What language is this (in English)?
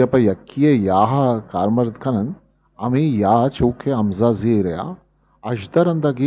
Eastern Balochi